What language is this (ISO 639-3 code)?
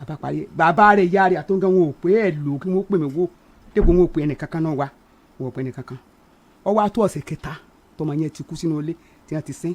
yor